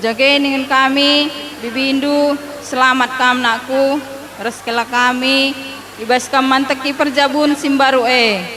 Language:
Batak Karo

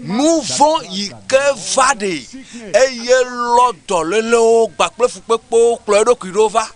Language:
Ewe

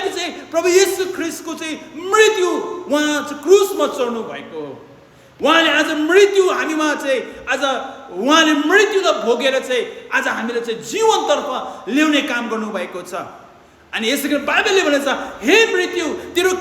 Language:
Nepali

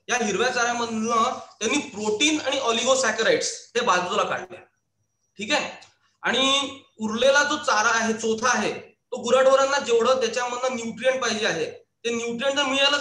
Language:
Marathi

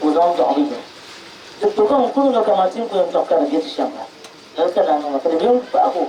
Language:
Dagbani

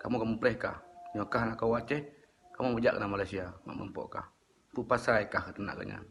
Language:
Achinese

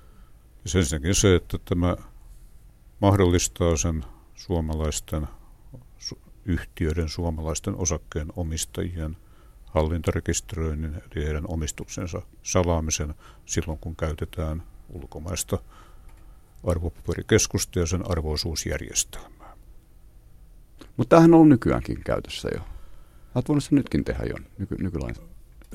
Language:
Finnish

